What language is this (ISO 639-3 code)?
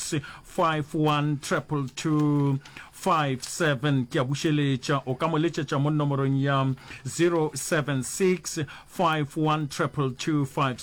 nso